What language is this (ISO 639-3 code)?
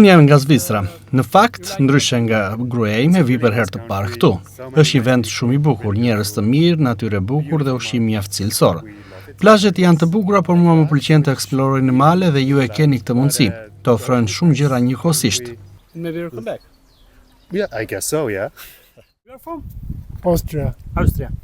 sqi